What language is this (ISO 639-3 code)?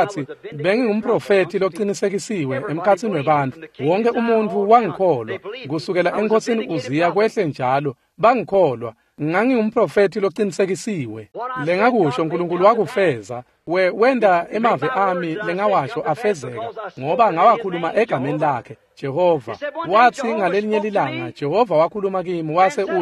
ssw